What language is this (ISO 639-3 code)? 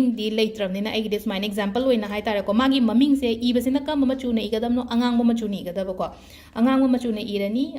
mni